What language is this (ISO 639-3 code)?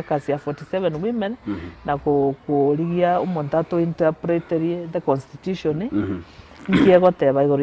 guz